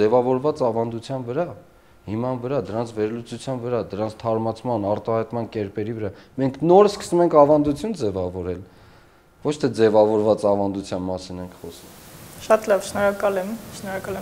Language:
Armenian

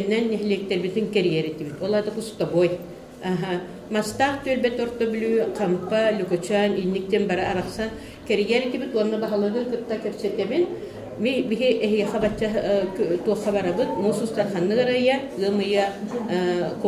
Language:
Yakut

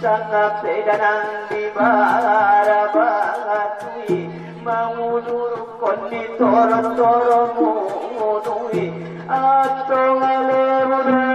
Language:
Batak Angkola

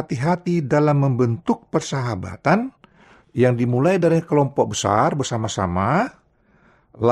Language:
Indonesian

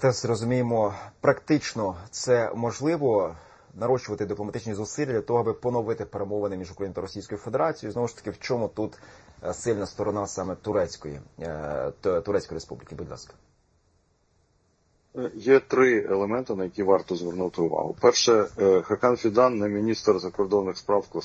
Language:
Ukrainian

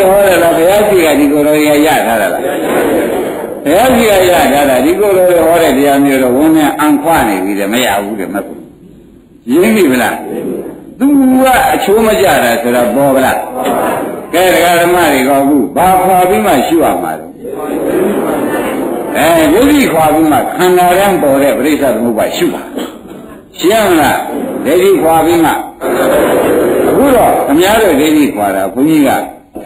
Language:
Burmese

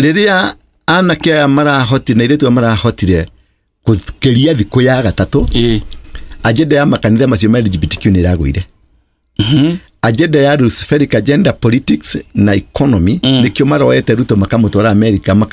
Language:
Kikuyu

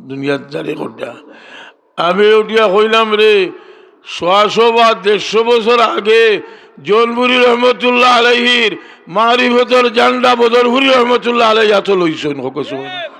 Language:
Sylheti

